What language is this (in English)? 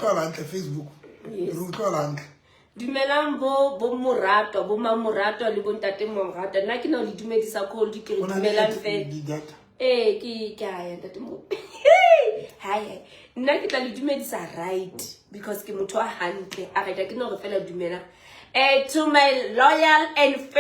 Southern Sotho